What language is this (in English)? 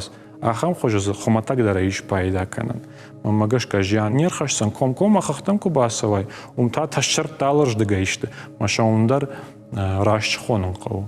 Ossetic